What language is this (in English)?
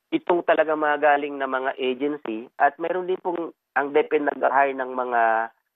Filipino